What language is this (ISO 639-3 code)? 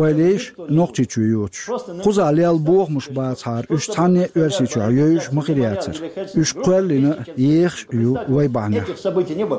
che